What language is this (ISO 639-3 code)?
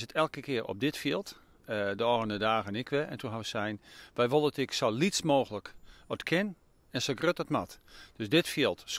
fry